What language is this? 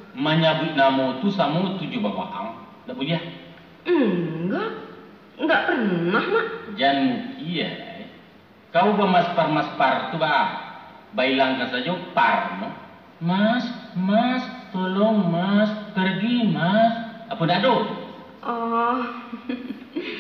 Minangkabau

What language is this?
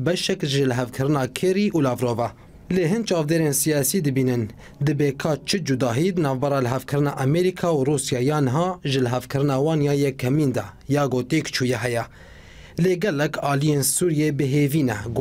Kurdish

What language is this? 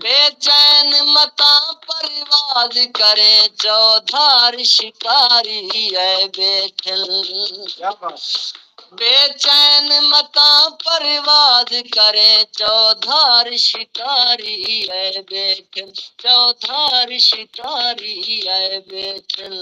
Saraiki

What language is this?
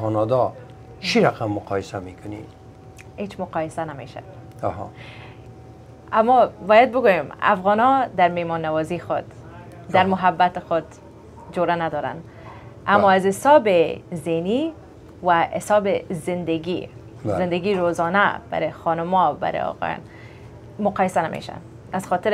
Persian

